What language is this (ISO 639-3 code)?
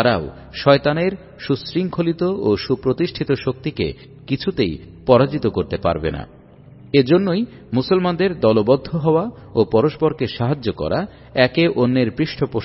ben